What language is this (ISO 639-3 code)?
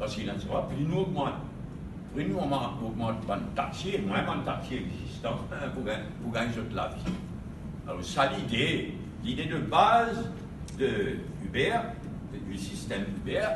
mfe